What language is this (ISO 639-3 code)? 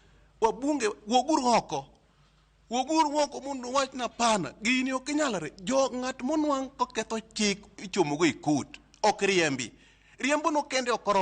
luo